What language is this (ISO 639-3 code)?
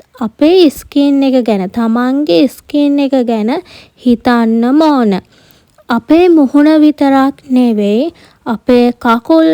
sin